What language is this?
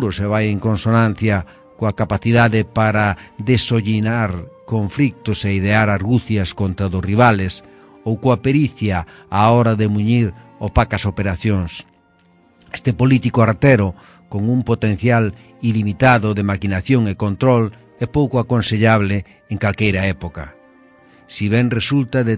Galician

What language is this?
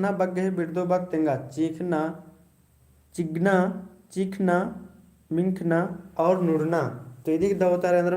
Kurukh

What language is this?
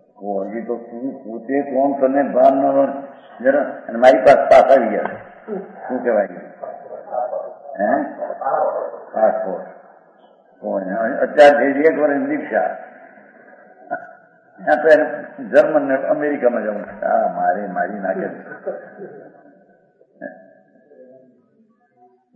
Gujarati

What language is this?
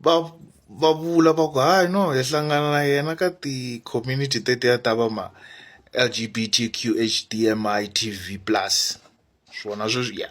Tsonga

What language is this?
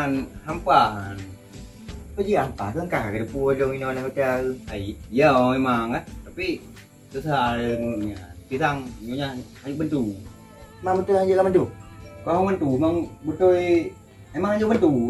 Achinese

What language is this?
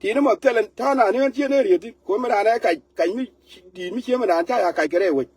Nuer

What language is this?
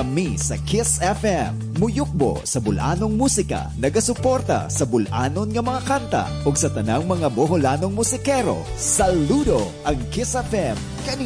Cebuano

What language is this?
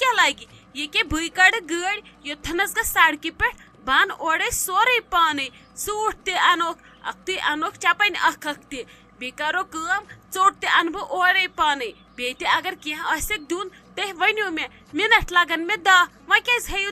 Kashmiri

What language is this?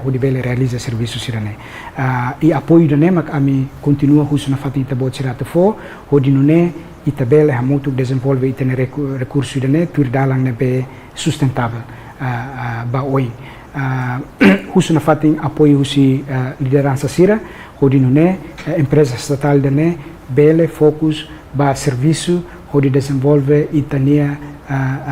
Tetum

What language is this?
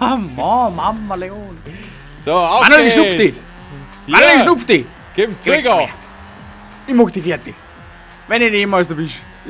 Bavarian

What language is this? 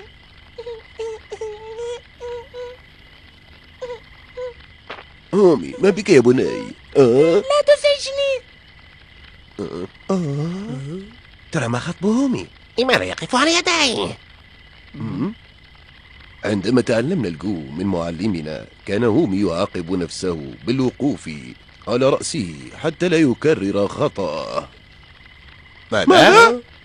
Arabic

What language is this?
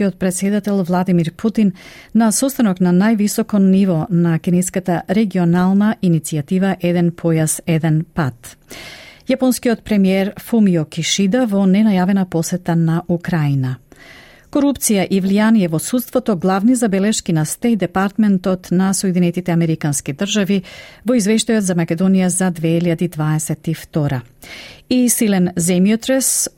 Macedonian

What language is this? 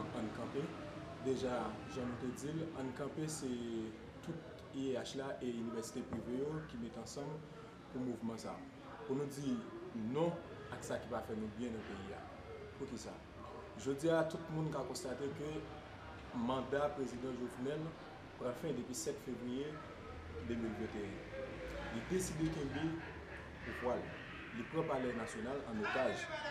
Haitian Creole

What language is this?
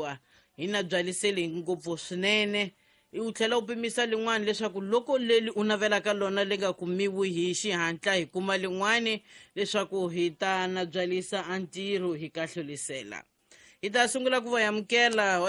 Tsonga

